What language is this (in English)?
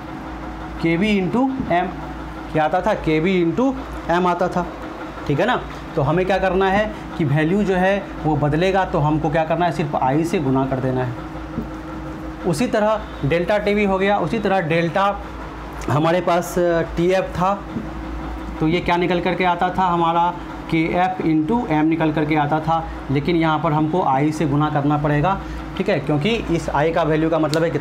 Hindi